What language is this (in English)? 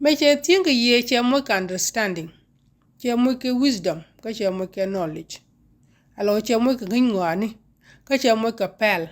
Nuer